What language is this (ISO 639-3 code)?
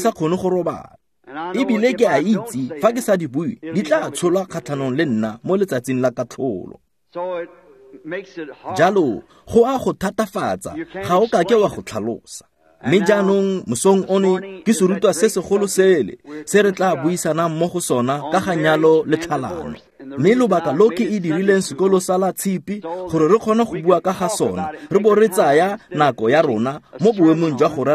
tsn